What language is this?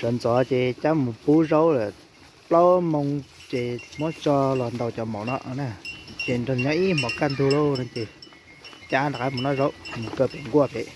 Hmong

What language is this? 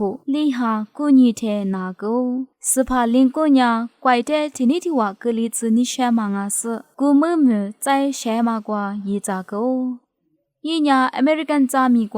Lisu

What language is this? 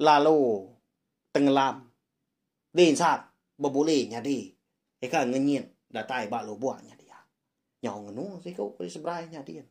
Iban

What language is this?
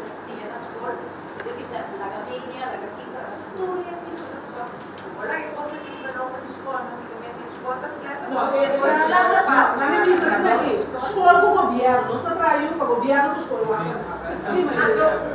Papiamento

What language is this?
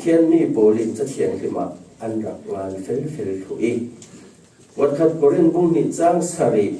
Falam Chin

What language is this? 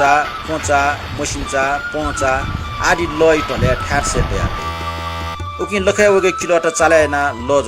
Newari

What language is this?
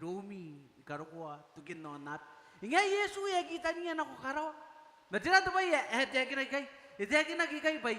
Gilbertese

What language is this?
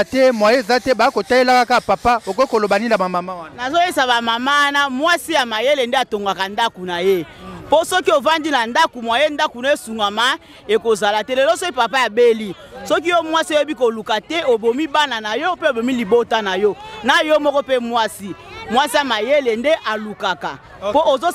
Lingala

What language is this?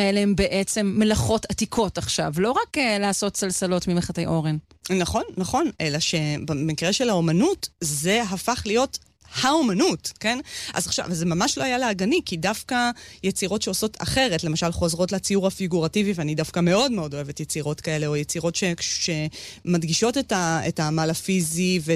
Hebrew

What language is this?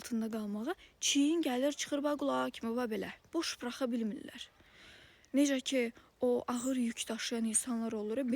Azerbaijani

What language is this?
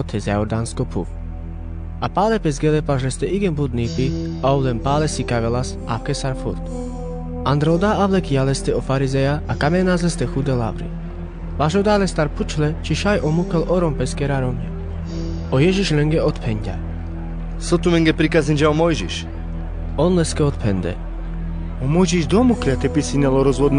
Carpathian Romani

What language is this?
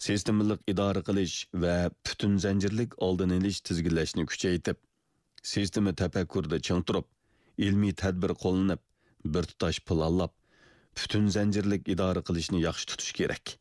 Uyghur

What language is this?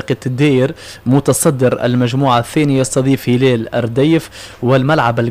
Tunisian Arabic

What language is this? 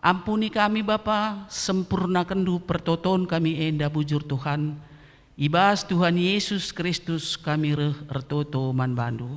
Batak Karo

